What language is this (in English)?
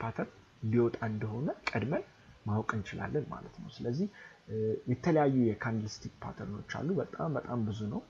Amharic